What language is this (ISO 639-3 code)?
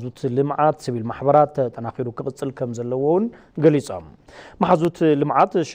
tir